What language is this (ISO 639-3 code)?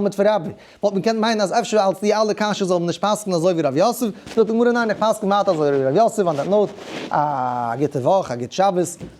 yid